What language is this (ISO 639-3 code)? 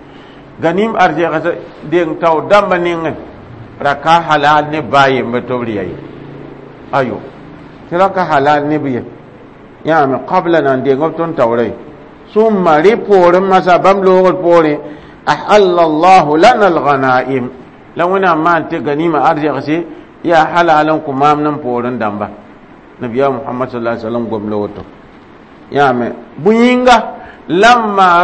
mos